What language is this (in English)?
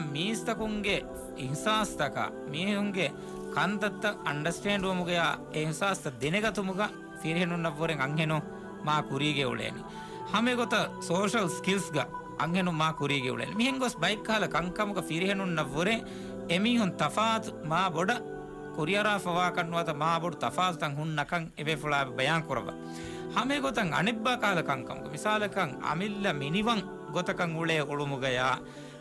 Divehi